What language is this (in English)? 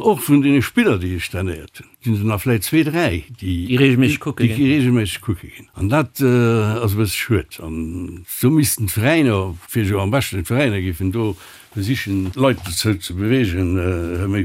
Luxembourgish